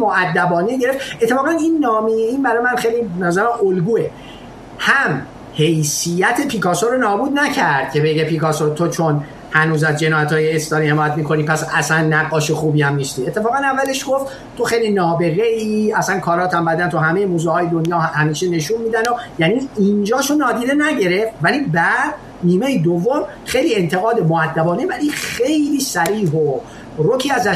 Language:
Persian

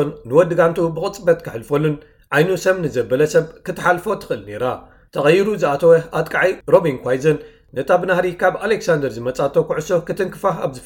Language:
Tigrinya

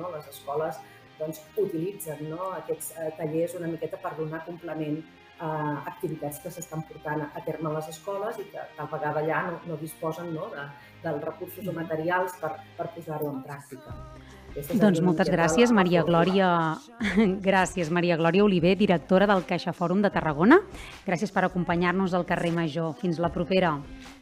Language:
Catalan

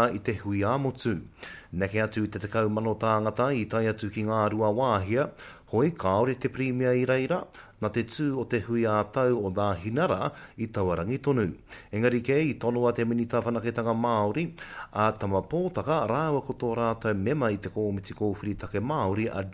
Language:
Māori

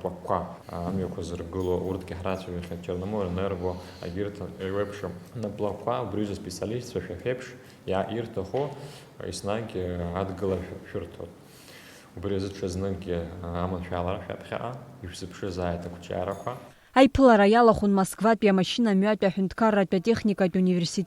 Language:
Abkhazian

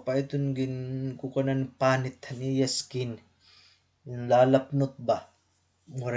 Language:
Waray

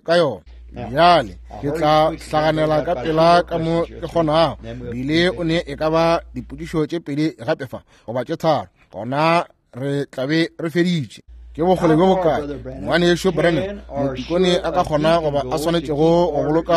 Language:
Northern Sotho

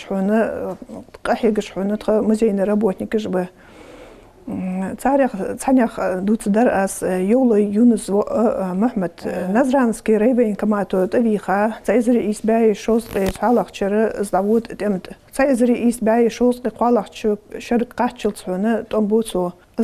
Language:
Ingush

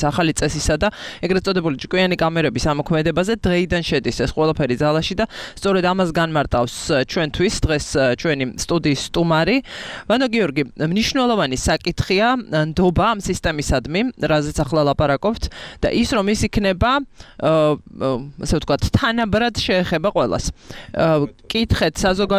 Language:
Georgian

